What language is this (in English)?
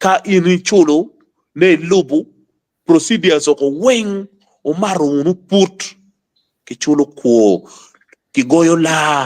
Acoli